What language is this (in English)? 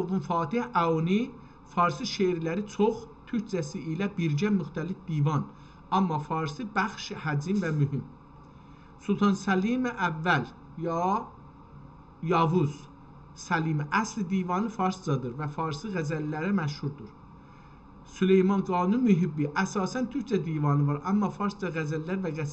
South Azerbaijani